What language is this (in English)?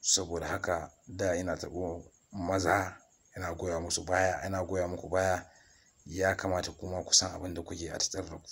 Hausa